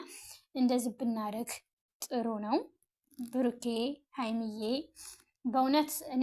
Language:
Amharic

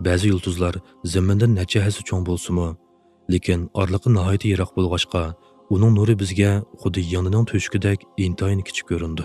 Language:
Uyghur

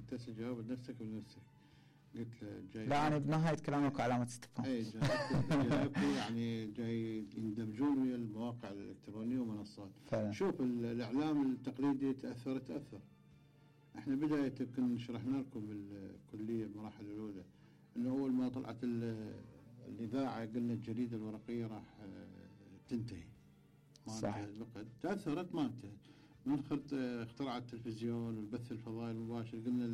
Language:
Mesopotamian Arabic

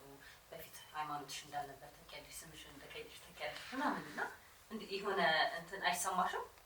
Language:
Amharic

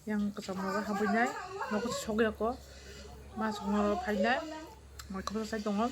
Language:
Kok Borok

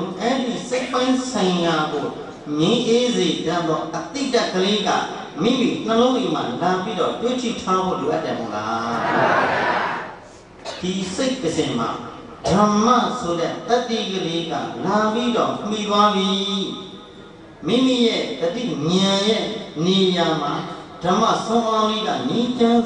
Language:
Burmese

